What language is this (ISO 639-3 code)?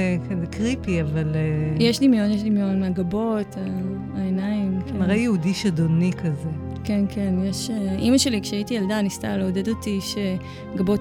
heb